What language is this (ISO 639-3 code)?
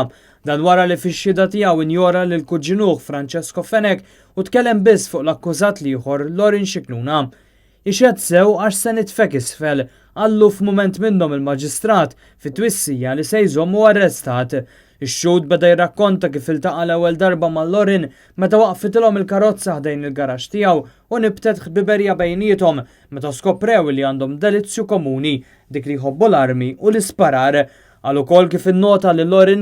mlt